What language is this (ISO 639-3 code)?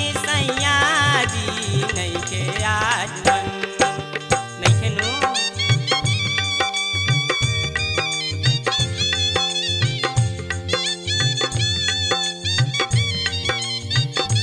bho